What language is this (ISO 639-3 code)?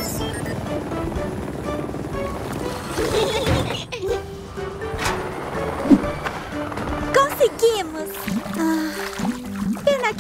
por